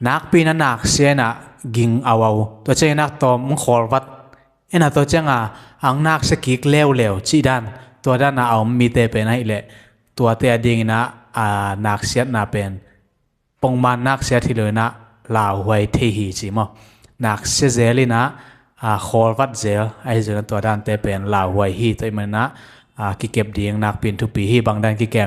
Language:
Tedim Chin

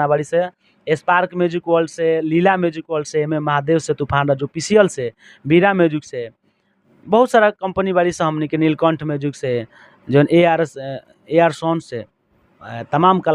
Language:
Bhojpuri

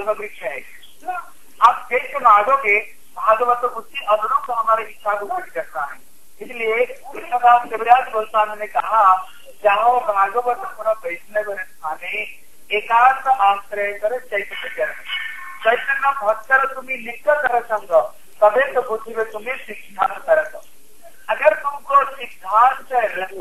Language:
Hindi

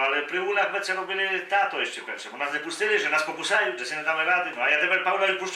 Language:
Rusyn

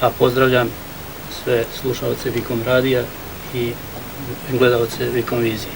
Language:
Serbian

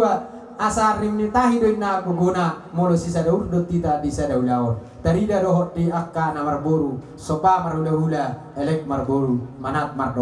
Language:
Batak Toba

